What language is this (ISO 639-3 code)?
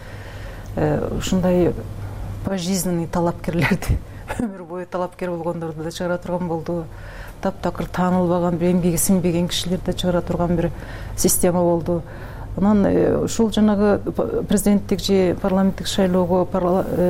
kir